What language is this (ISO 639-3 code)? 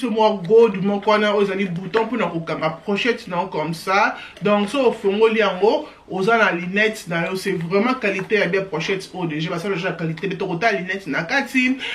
lin